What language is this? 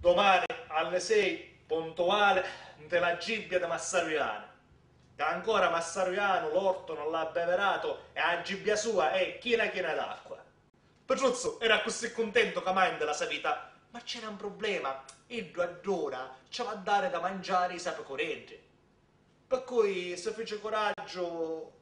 Sicilian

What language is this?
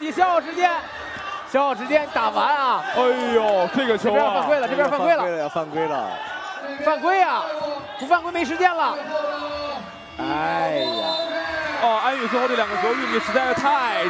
Chinese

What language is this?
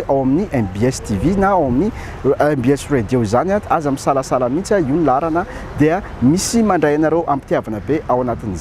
Malagasy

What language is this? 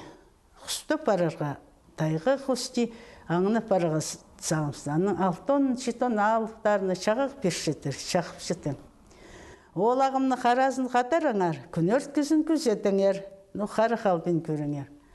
Khakas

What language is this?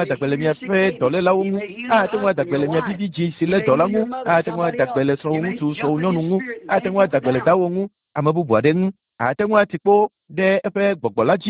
Ewe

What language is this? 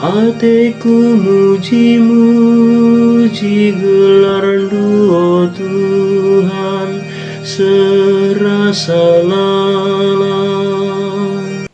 Batak Karo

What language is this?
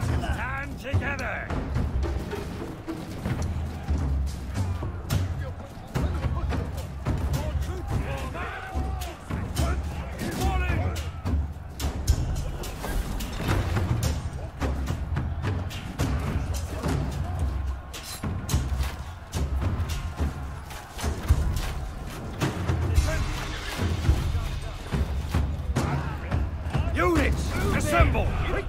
English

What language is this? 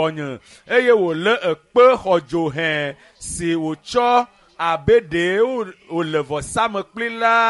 Ewe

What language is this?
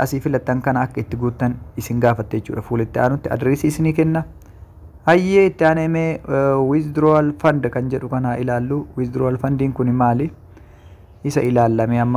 Oromo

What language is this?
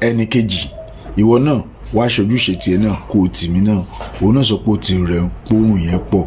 Yoruba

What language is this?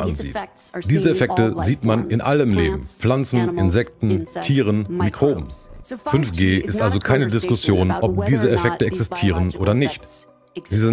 German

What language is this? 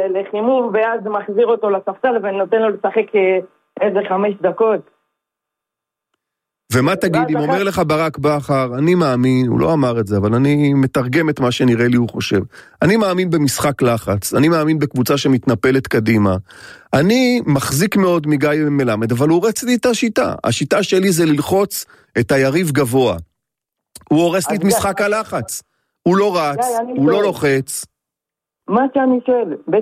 Hebrew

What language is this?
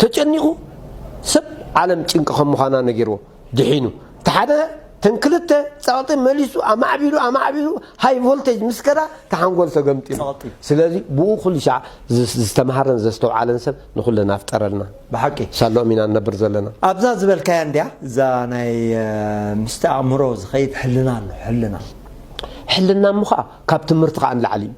Tigrinya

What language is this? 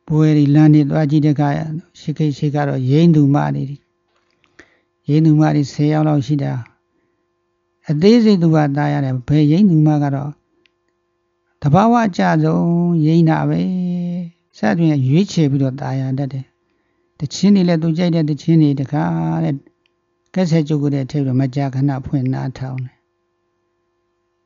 Burmese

